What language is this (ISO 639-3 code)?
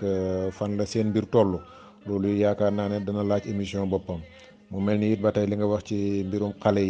wol